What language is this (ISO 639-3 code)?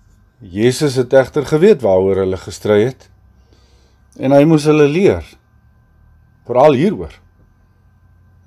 afr